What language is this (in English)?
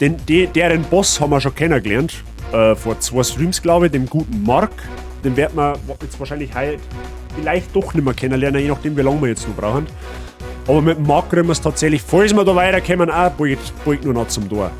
Bavarian